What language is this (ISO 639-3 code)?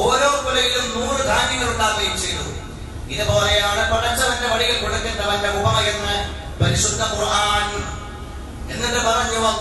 mal